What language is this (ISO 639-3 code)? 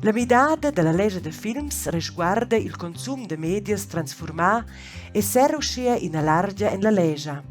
roh